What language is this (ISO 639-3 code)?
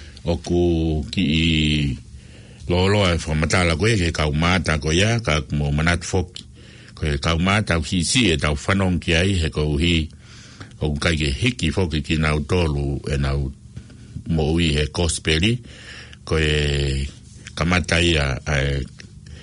ton